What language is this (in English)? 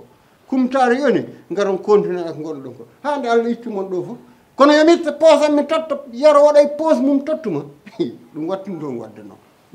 Fula